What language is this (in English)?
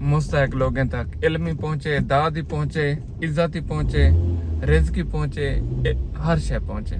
Saraiki